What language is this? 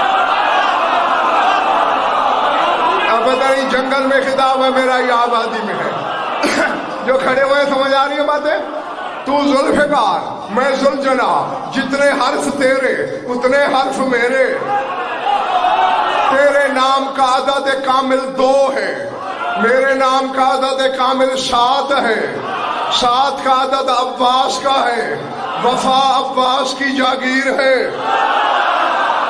Urdu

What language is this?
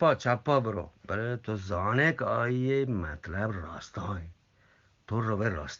Eastern Balochi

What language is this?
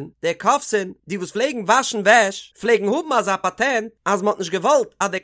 Yiddish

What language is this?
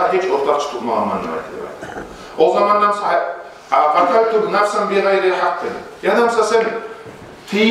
Kumyk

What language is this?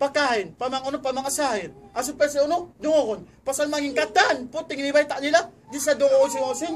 Tausug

